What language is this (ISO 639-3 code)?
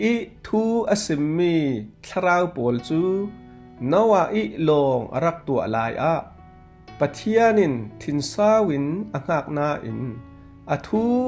cfm